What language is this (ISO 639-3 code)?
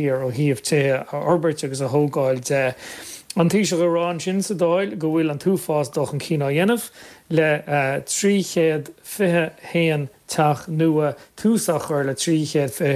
gle